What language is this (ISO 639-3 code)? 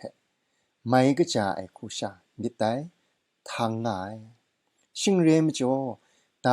kac